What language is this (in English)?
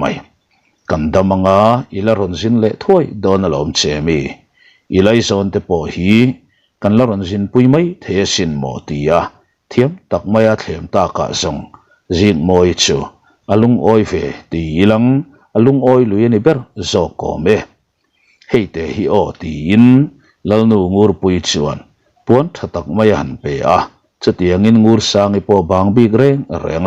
Mizo